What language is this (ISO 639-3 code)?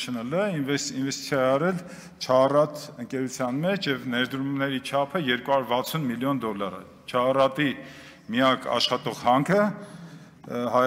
hye